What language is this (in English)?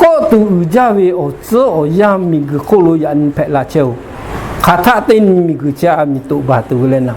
Lahu